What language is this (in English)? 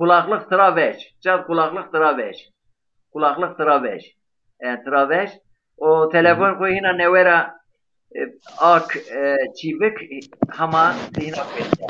Zaza